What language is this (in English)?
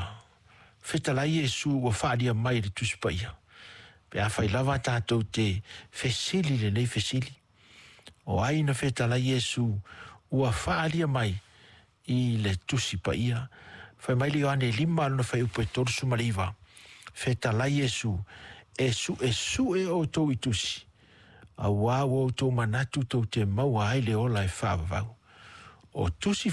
Samoan